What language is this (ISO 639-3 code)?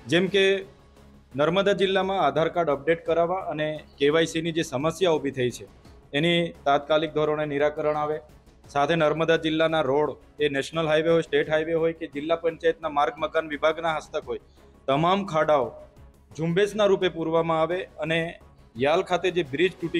guj